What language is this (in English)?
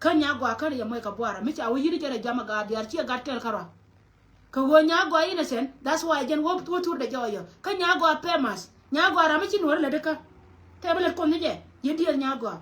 Nuer